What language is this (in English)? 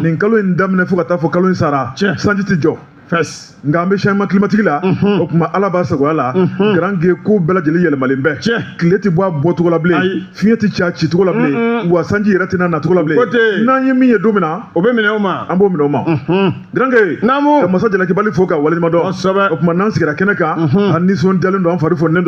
Bambara